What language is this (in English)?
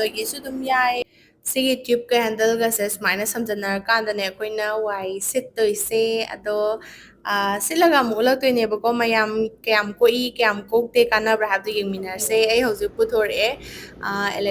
Manipuri